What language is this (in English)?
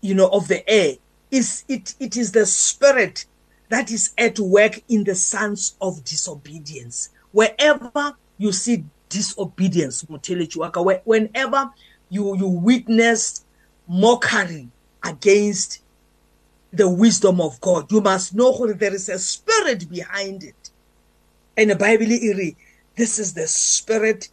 English